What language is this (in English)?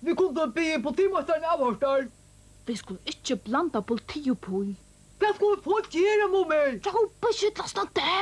Faroese